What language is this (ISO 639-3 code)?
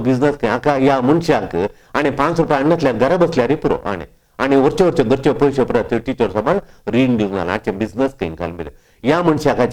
kok